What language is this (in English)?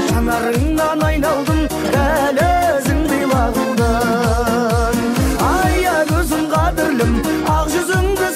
Kara-Kalpak